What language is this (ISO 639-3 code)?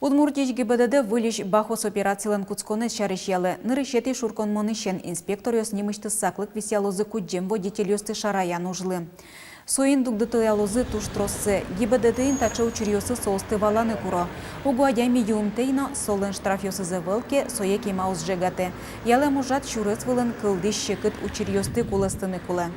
udm